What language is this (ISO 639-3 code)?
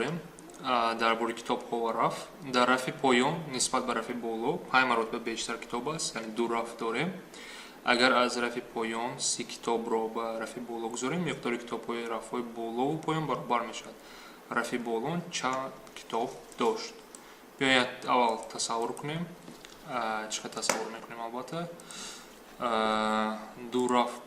tgk